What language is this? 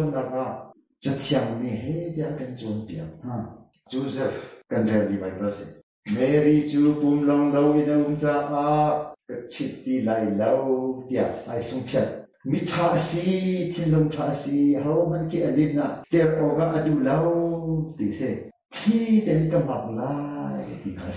Hakha Chin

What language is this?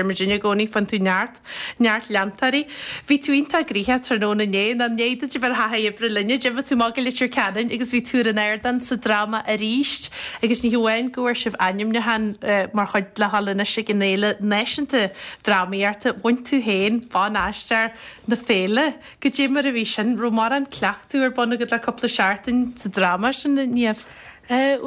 Irish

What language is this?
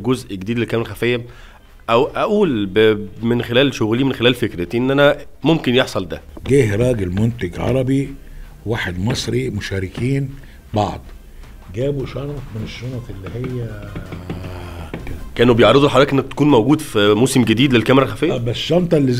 Egyptian Arabic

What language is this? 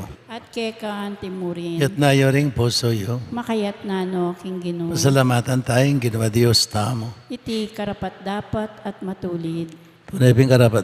Pampanga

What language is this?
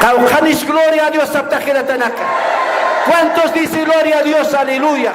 Aymara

